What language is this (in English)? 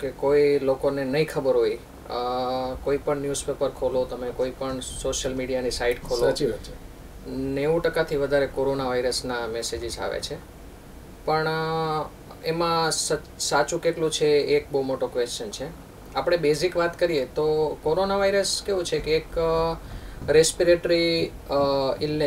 Gujarati